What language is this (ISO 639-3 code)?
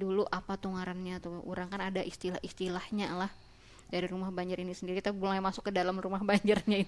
bjn